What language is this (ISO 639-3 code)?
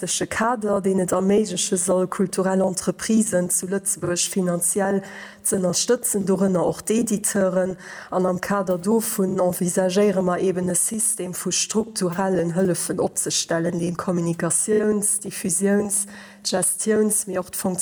ltz